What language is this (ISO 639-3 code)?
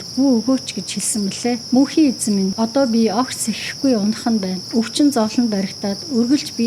mon